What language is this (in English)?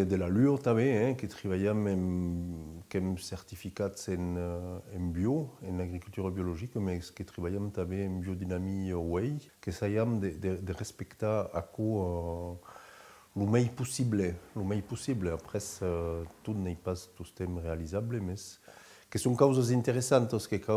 Occitan